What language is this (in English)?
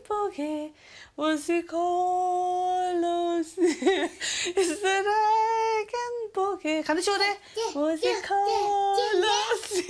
Romansh